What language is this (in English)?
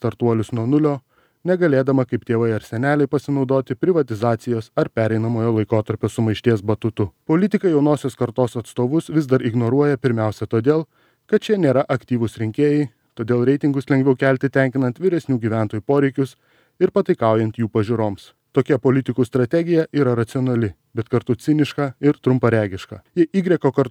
Lithuanian